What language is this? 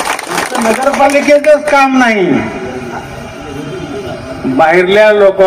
Marathi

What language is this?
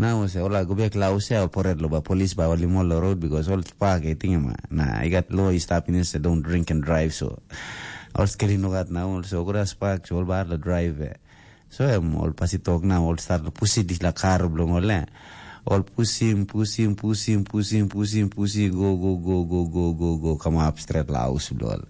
Tok Pisin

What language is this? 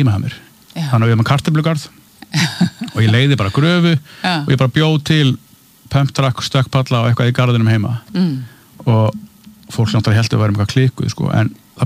Icelandic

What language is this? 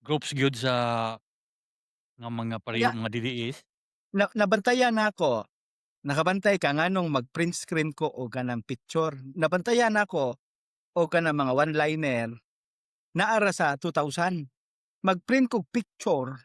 Cebuano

